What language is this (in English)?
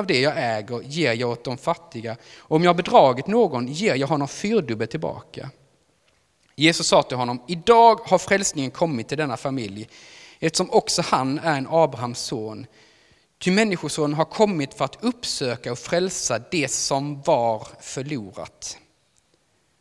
Swedish